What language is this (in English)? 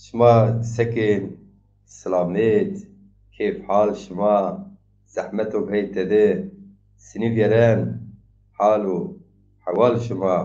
Zaza